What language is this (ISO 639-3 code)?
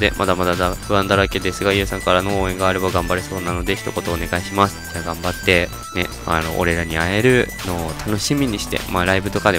jpn